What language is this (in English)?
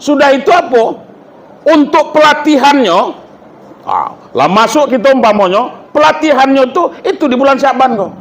Minangkabau